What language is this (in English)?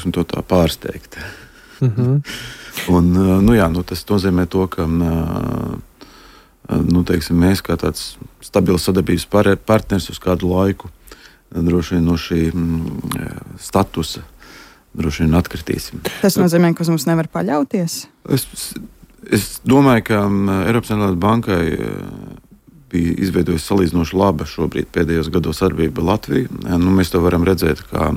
Latvian